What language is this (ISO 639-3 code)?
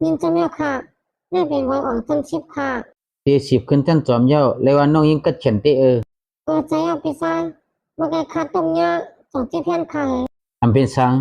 shn